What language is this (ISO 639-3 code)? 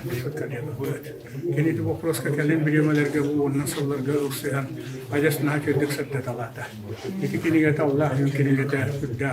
sah